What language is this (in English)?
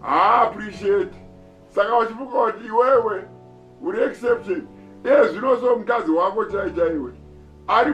Shona